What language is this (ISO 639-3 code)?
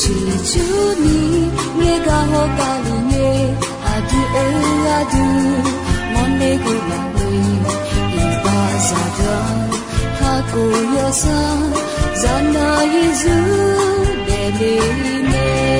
ahk